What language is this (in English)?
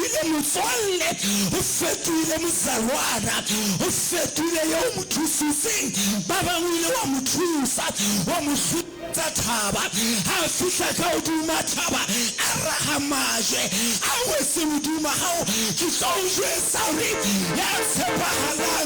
Southern Sotho